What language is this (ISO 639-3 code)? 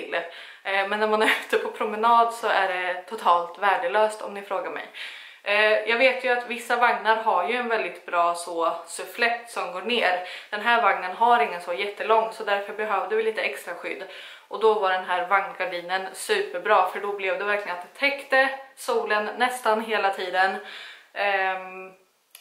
swe